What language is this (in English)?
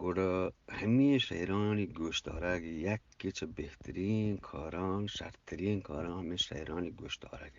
Eastern Balochi